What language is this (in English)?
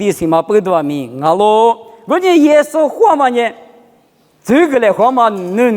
Lisu